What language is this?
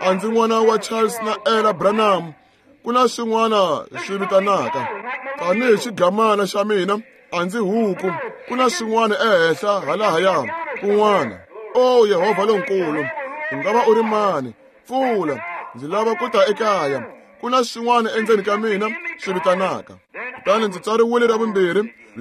Tsonga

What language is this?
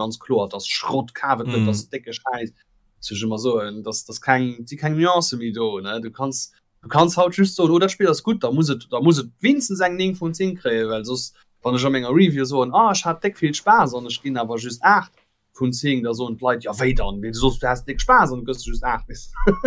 Luxembourgish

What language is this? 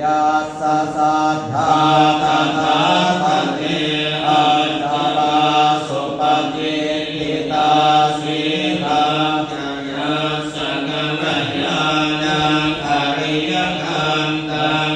Pali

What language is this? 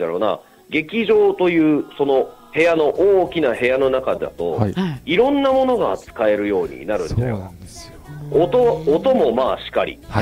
Japanese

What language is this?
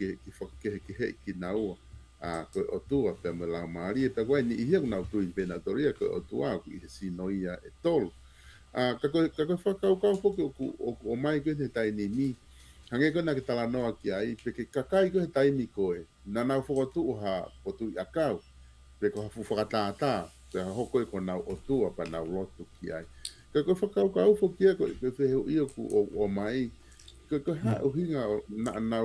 Tongan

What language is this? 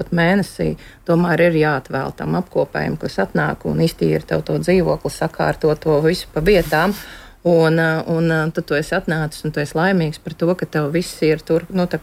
Latvian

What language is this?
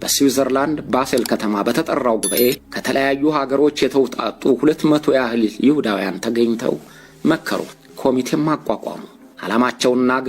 Amharic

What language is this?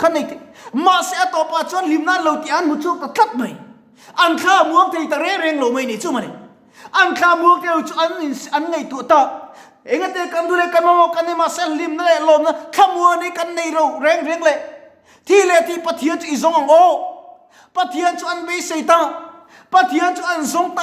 Mizo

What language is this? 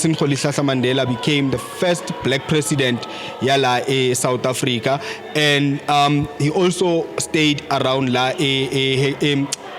Zulu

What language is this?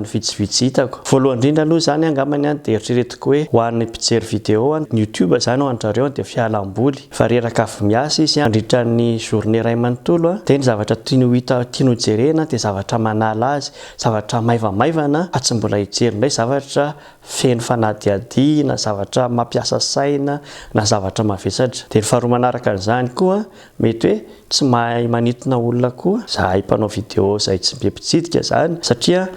Malagasy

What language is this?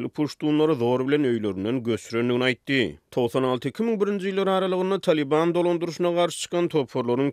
Turkmen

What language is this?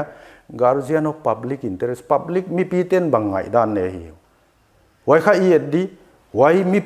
Paite Chin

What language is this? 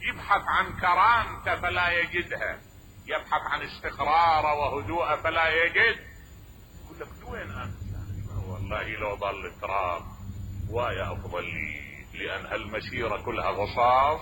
Mesopotamian Arabic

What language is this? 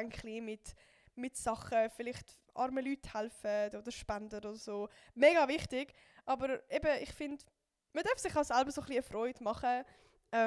Swiss German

